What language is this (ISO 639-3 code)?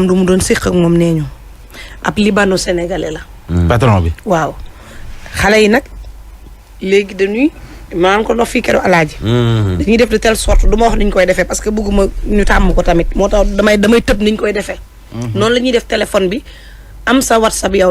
wol